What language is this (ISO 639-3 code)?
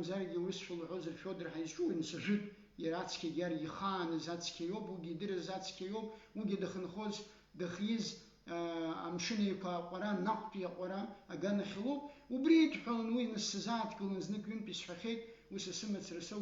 abk